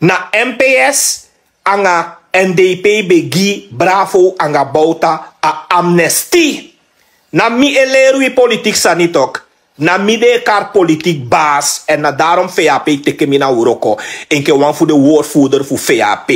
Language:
Sranan Tongo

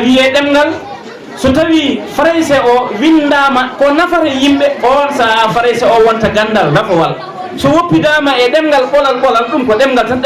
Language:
Fula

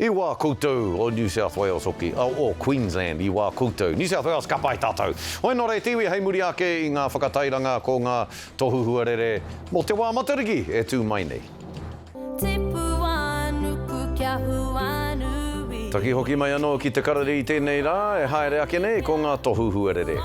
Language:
Māori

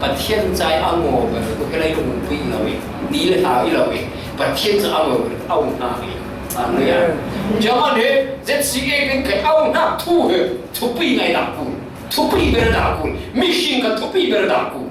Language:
Falam Chin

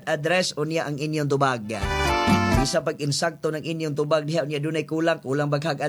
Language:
Cebuano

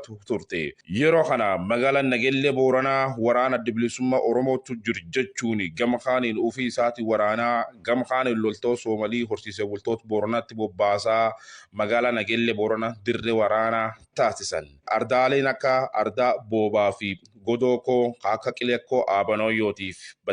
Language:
Oromo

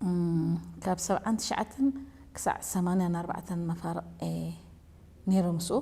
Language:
Tigrinya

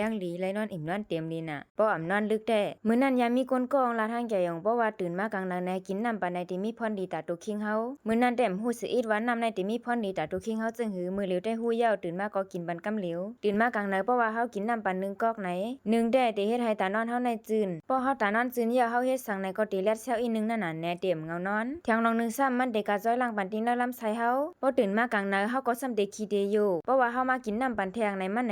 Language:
Lao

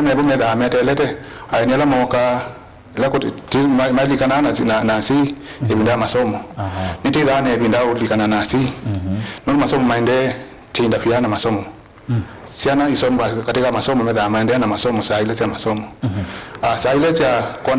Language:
Kamba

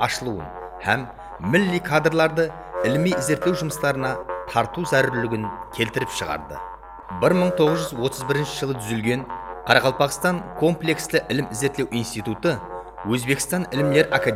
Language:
Kara-Kalpak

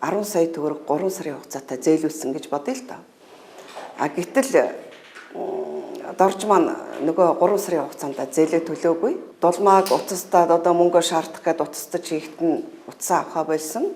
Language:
Mongolian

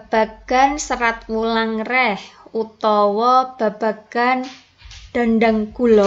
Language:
Javanese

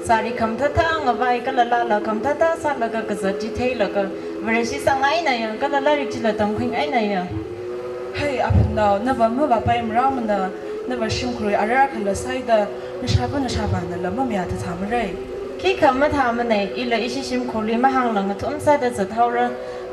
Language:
Tangkhul Naga (India)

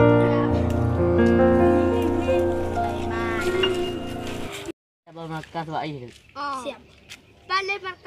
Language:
Achinese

